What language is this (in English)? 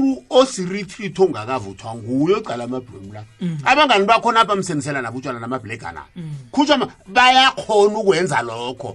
South Ndebele